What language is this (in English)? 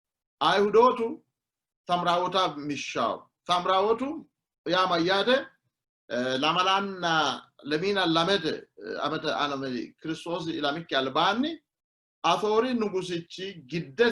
Sidamo